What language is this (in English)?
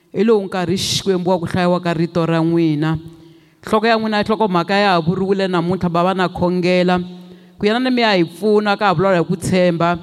Tsonga